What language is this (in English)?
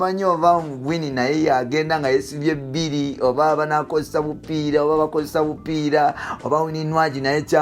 Ganda